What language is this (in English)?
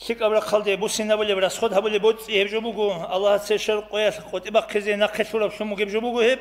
Avaric